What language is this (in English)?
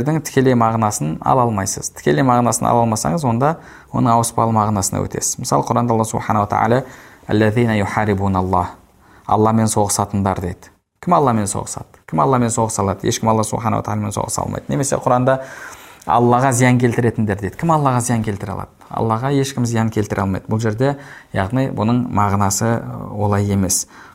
Kazakh